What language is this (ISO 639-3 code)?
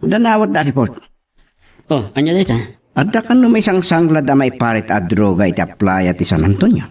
ilo